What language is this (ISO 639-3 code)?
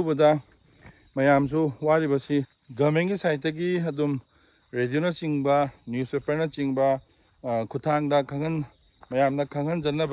mni